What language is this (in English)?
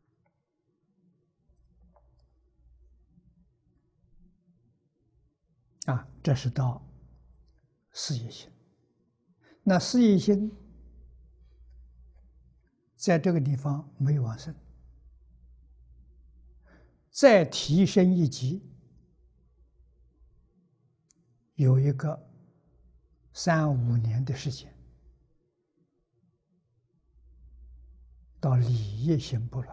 Chinese